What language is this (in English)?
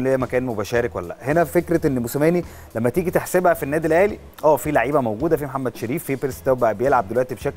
Egyptian Arabic